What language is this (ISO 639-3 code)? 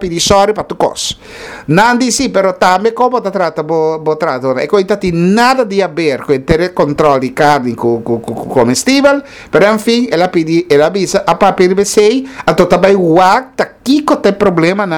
pap